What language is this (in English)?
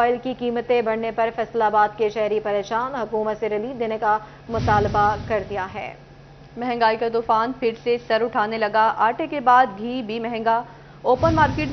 Urdu